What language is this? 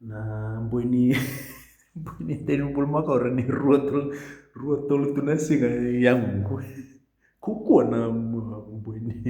Fijian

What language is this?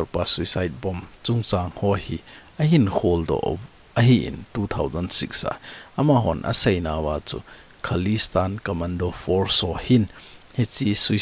Thado Chin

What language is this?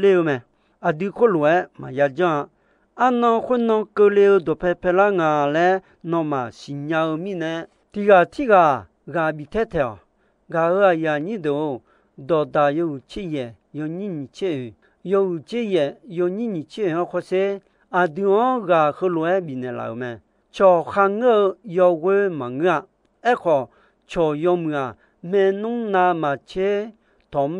Akha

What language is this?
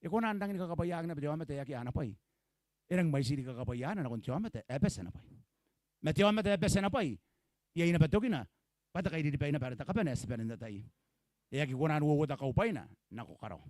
Gilbertese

